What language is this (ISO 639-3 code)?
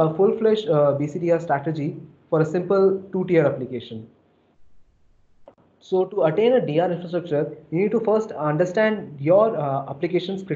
eng